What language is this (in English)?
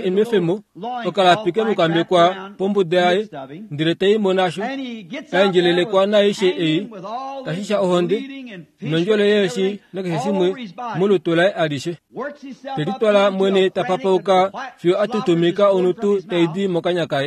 Kuanyama